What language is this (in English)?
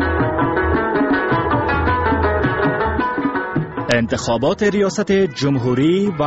Persian